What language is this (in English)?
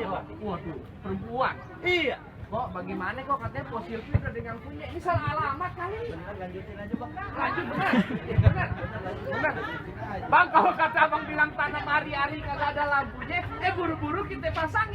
Betawi